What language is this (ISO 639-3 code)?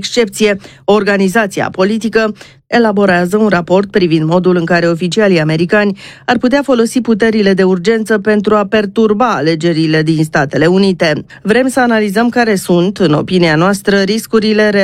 ron